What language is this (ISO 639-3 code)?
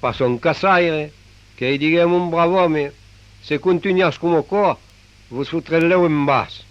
oci